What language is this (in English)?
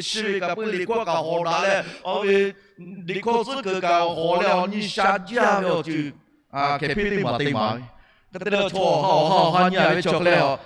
Lahu